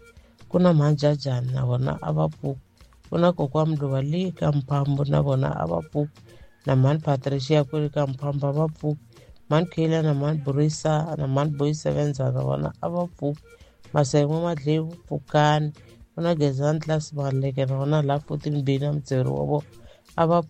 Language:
Tsonga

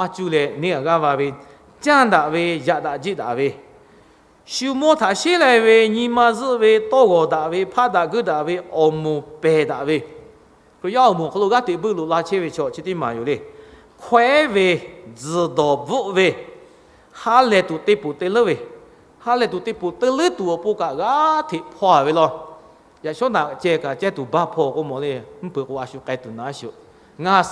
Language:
Lahu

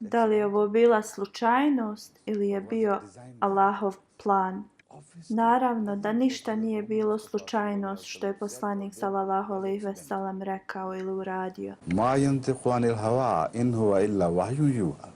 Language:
Bosnian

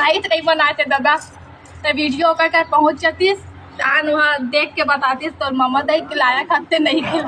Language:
Chhattisgarhi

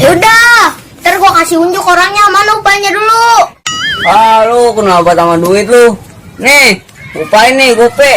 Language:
Betawi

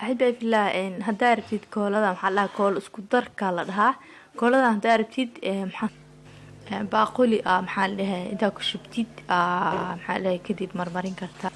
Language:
Somali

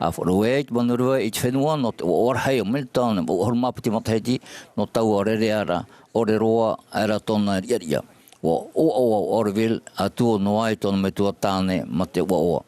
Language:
Tahitian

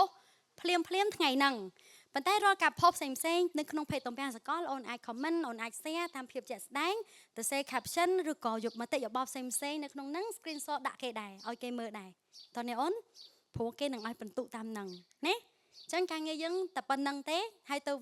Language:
Khmer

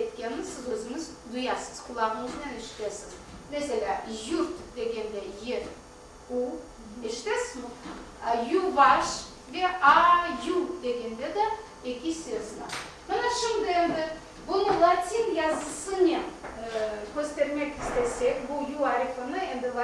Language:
Crimean Tatar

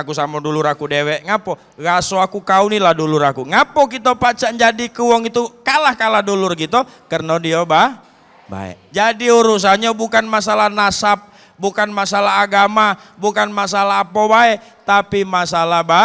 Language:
Musi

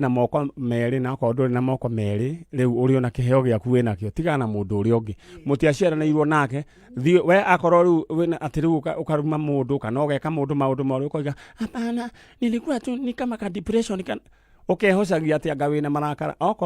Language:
Kikuyu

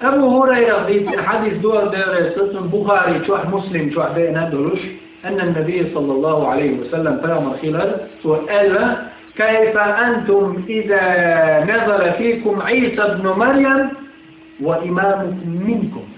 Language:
Chechen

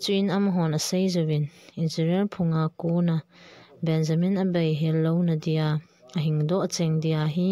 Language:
Thado Chin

